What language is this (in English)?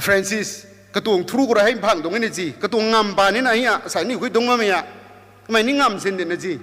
Rongmei Naga